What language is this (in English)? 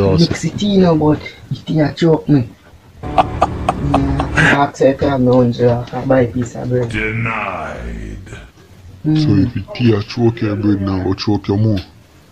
Jamaican Creole English